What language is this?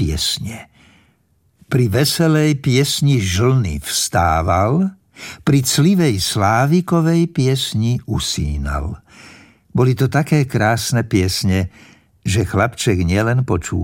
Slovak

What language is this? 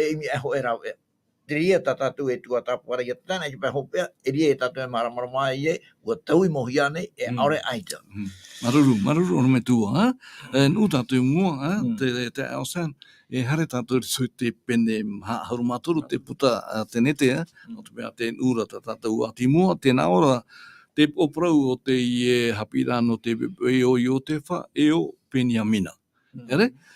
Tahitian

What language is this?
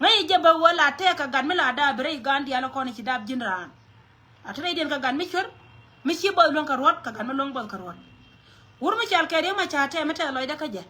Nuer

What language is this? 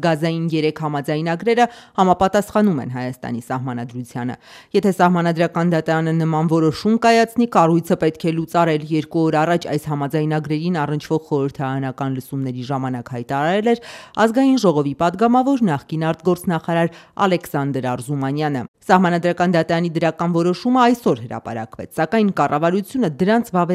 Armenian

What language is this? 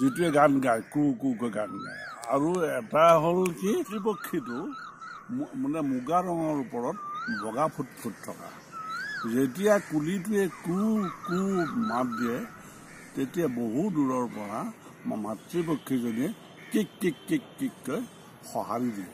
Assamese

